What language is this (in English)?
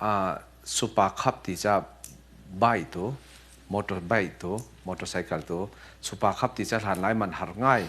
Falam Chin